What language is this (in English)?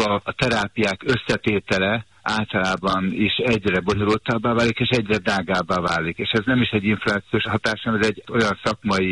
Hungarian